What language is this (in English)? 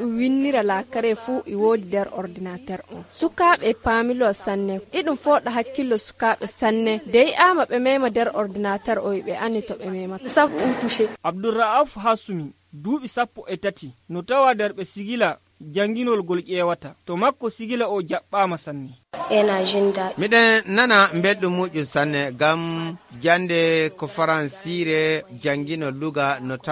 Nigerian Fulfulde